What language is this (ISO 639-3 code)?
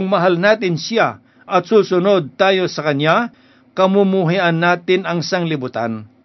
fil